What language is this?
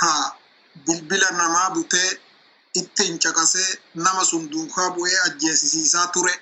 Oromo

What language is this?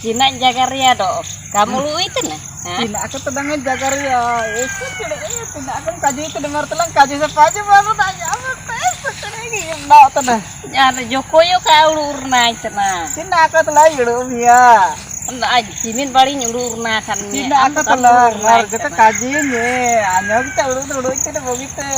Ho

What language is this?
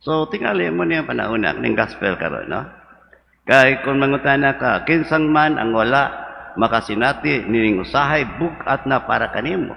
Cebuano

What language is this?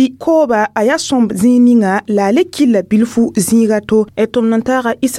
Mossi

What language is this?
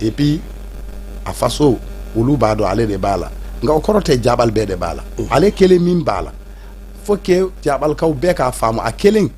Bambara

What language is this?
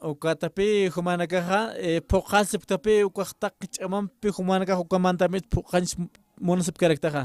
Aymara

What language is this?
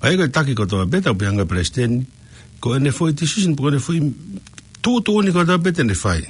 Tongan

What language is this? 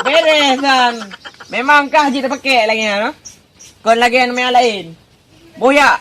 Achinese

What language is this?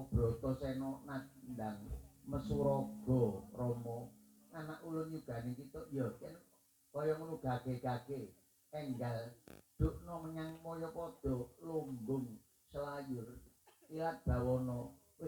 Javanese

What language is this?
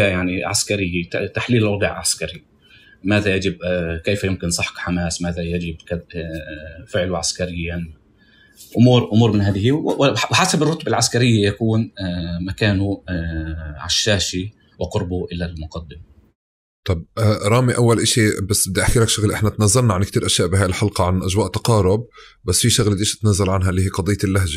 North Levantine Arabic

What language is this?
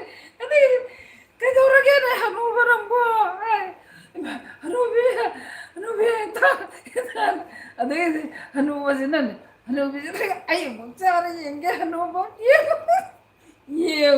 Manipuri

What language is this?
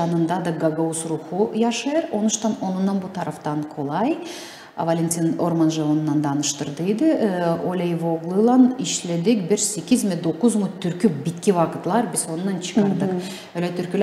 Gagauz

